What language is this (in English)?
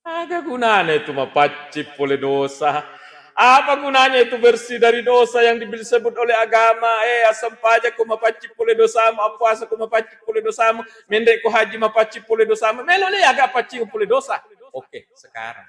Buginese